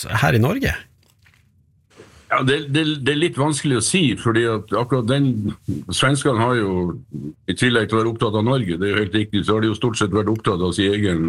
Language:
Norwegian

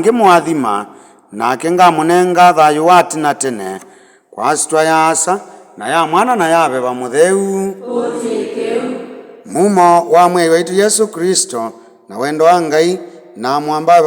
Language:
Kamba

